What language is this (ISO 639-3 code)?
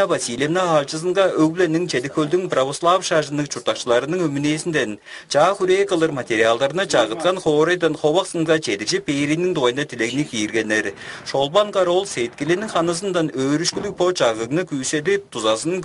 tyv